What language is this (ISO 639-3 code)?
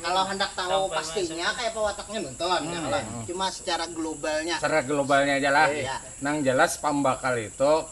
bjn